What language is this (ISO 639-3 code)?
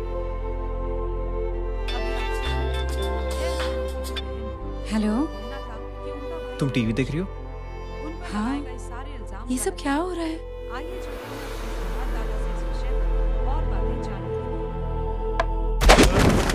hin